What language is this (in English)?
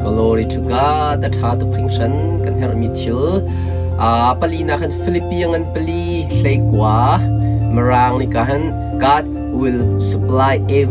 Hakha Chin